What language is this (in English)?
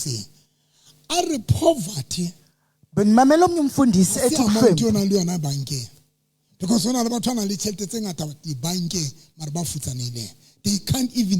Southern Sotho